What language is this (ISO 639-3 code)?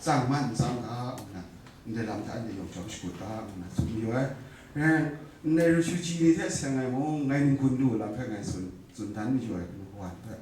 kac